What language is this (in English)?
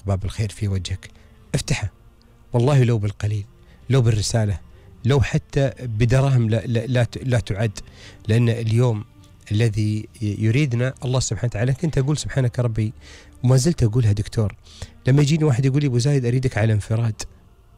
Gulf Arabic